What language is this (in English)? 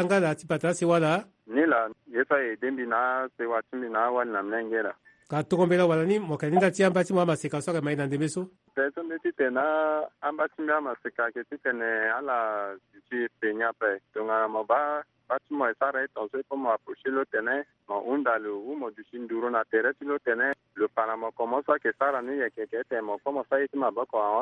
Sango